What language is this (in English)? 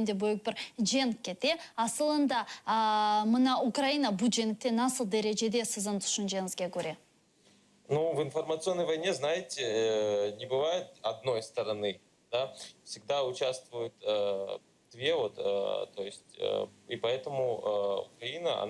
Crimean Tatar